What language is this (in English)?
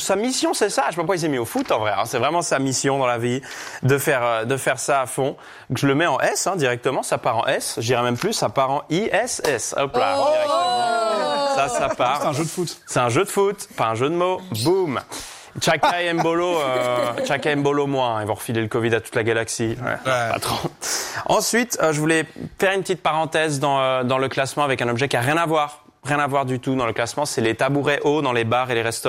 French